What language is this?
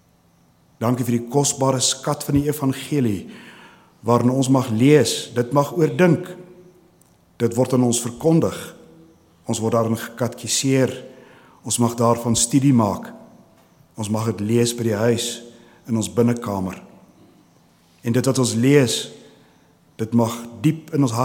Afrikaans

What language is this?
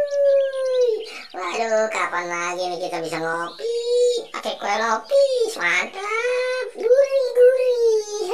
Betawi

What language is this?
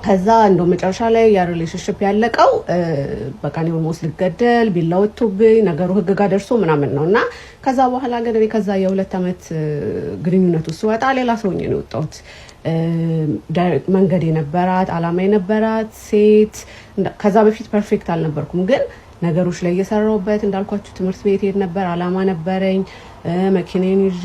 Amharic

